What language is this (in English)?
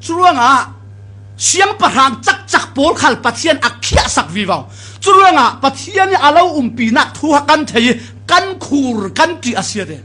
Falam Chin